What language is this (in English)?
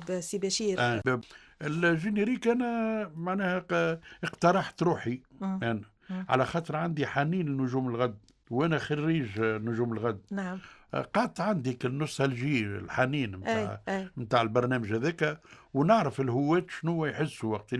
Tunisian Arabic